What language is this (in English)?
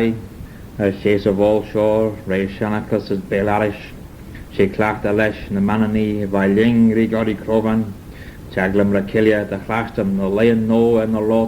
Manx